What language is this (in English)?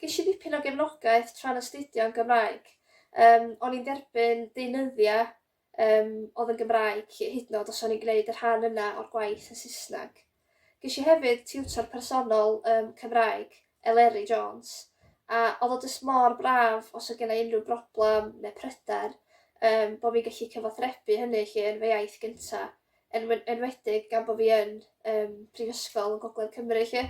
Welsh